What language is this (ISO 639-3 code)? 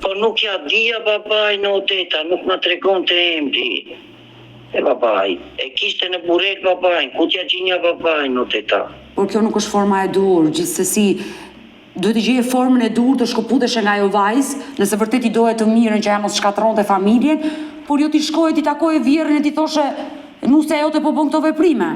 sqi